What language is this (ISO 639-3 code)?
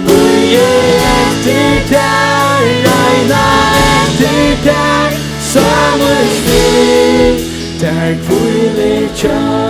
fao